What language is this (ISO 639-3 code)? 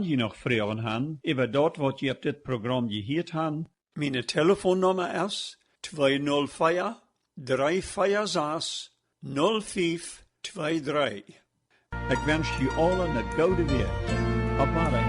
pdt